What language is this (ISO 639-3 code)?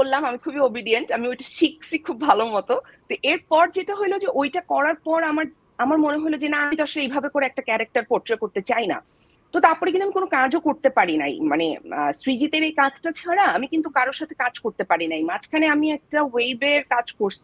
ben